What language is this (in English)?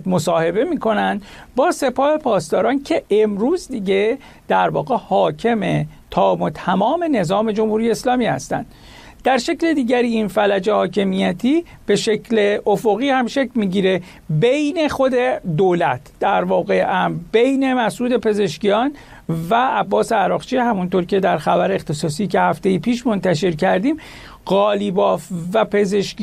Persian